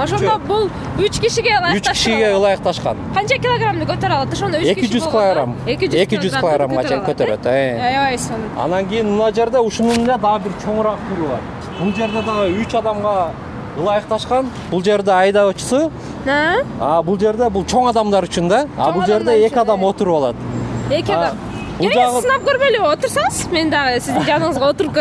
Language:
Kyrgyz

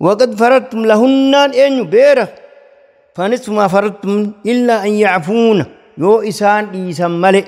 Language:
Oromo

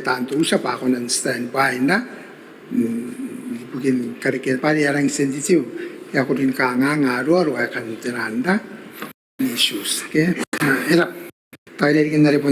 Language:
Gilbertese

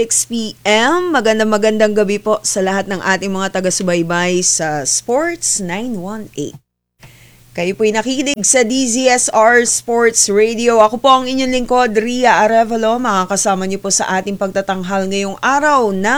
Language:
Filipino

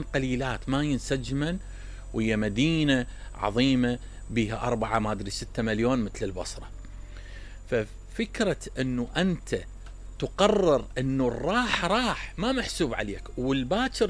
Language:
Mesopotamian Arabic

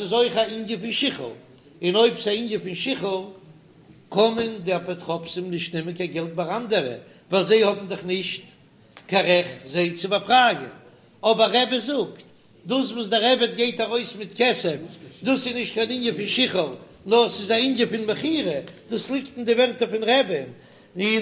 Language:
Yiddish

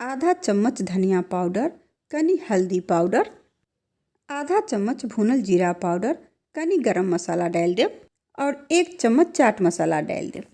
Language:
Maithili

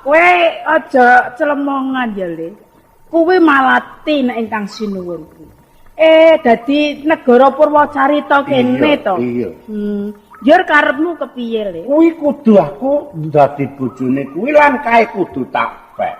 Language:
Javanese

